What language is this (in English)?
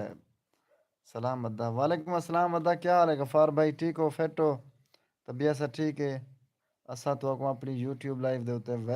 Saraiki